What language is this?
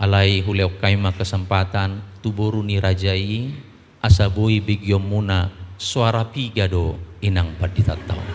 Batak Toba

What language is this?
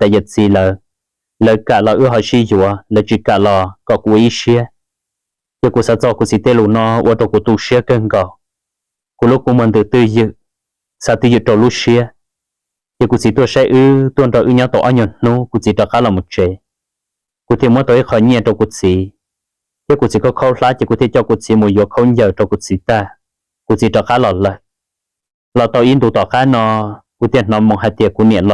Hmong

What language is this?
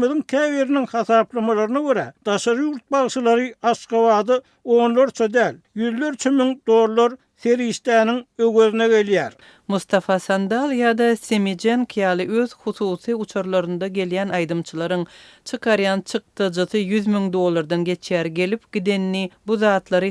Turkmen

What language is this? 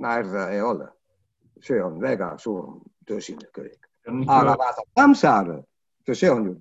Estonian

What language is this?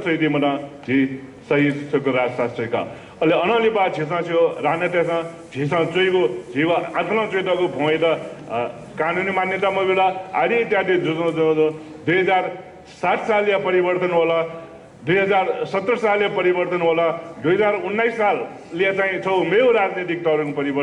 Newari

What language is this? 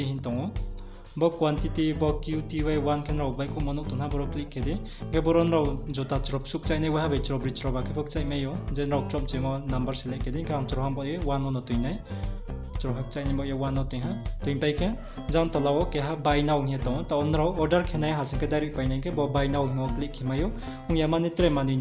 Riang (India)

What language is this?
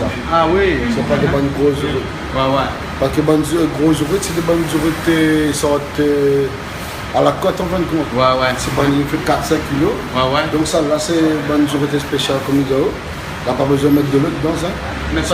Réunion Creole French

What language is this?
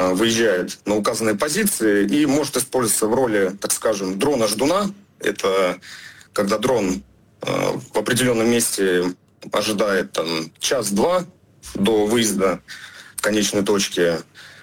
Russian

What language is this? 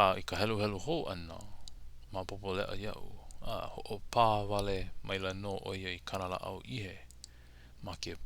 Hawaiian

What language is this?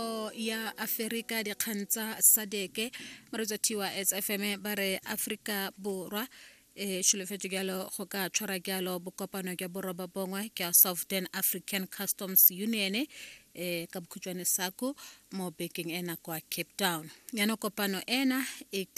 Tswana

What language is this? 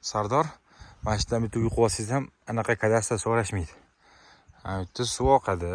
Uzbek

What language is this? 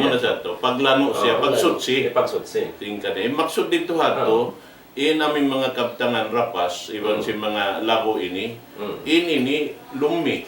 Tausug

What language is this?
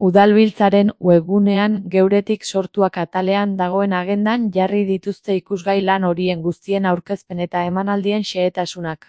Basque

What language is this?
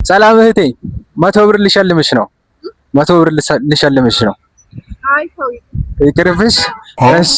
Amharic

